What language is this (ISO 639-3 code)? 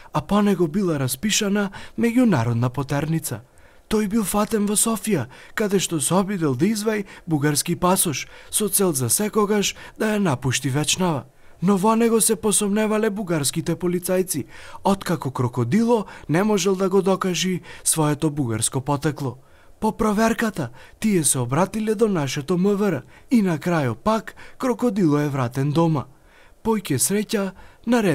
mkd